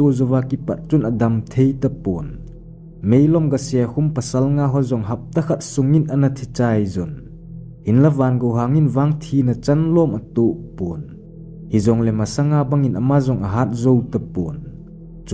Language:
Thado Chin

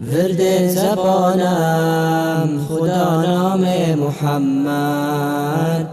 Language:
Persian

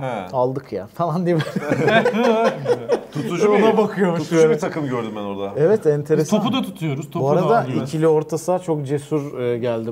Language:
Turkish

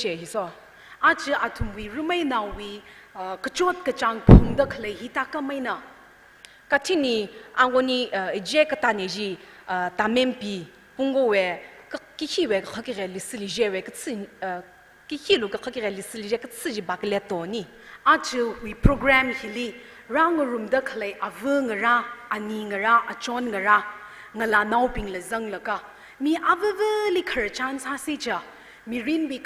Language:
Tangkhul Naga (India)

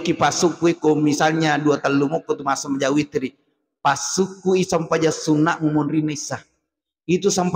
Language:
Buginese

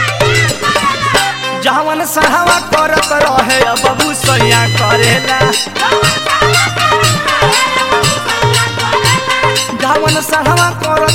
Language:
Bhojpuri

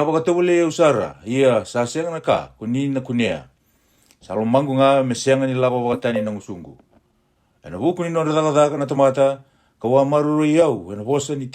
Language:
Fijian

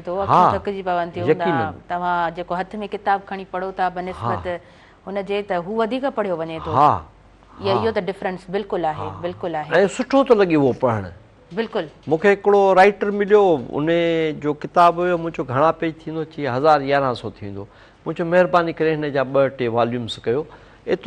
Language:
Sindhi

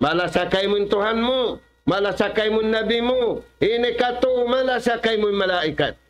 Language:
Tausug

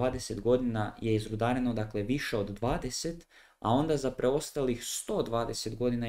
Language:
Croatian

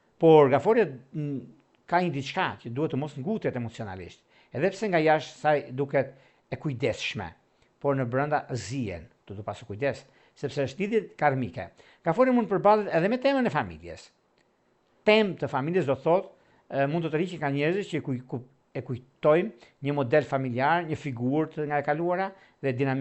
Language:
Albanian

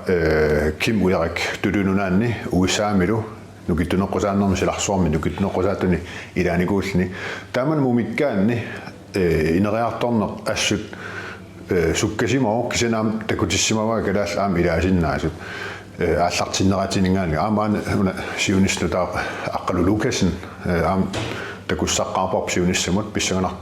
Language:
Kalaallisut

